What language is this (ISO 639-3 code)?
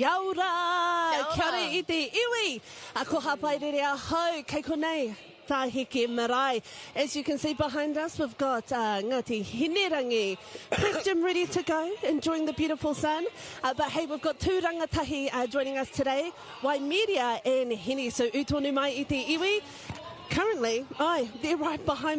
mri